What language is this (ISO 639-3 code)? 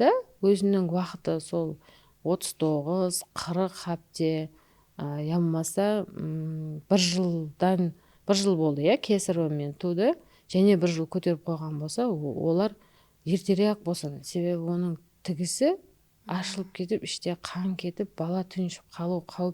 kaa